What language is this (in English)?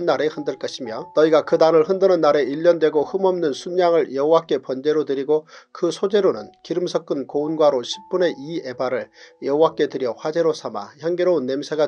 Korean